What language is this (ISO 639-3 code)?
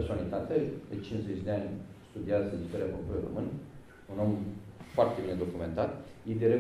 ron